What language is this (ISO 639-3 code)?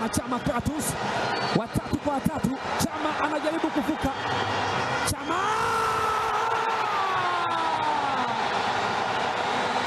swa